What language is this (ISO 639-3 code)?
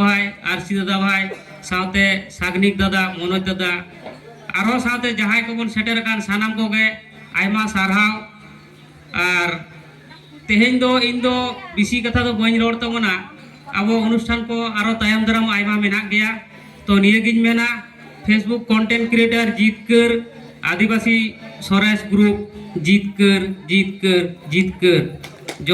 sat